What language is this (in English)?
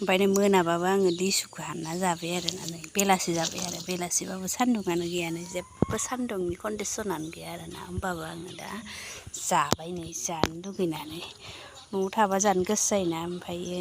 Bodo